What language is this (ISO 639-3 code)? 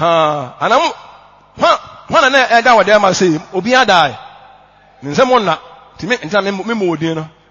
aka